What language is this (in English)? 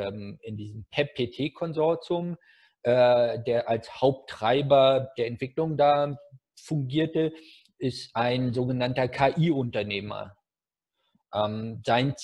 German